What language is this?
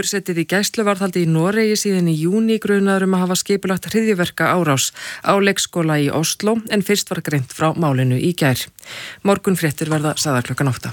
Icelandic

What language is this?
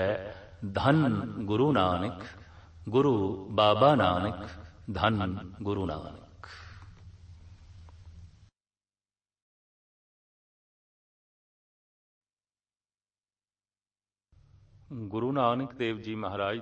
Punjabi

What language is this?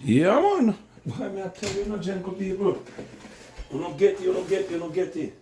Jamaican Creole English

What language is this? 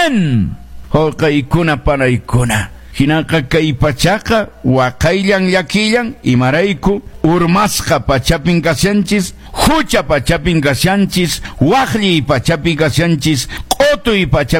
Quechua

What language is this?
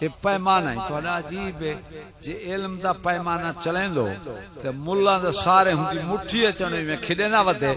Saraiki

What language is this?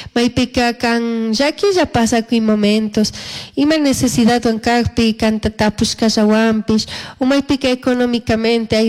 Chimborazo Highland Quichua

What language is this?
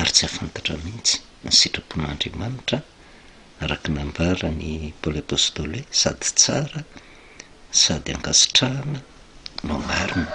Malagasy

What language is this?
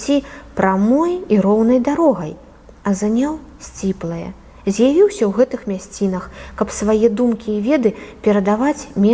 Belarusian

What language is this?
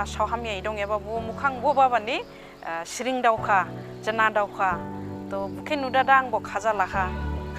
Dimasa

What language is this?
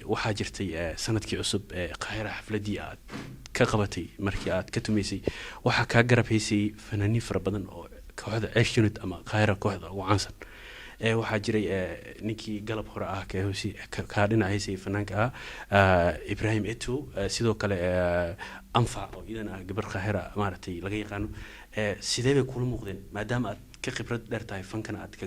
Somali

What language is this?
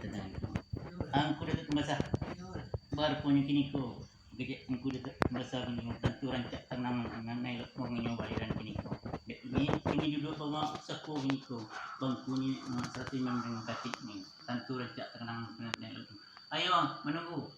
Minangkabau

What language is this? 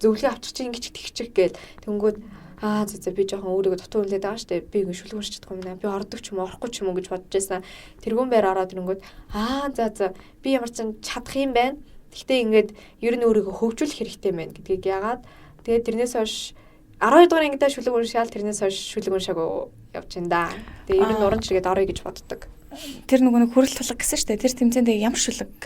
Mongolian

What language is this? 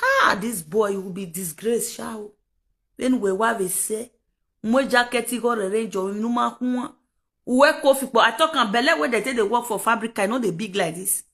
Nigerian Pidgin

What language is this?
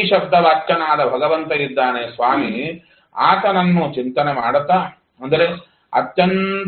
Kannada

